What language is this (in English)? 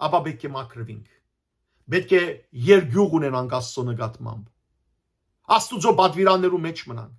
Western Armenian